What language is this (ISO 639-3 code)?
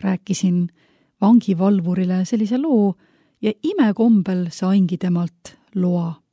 est